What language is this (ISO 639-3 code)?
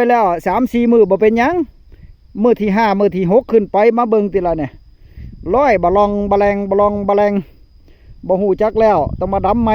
tts